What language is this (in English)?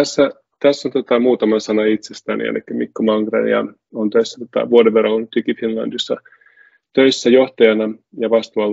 Finnish